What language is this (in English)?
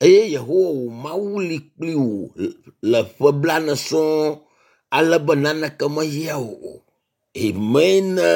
Ewe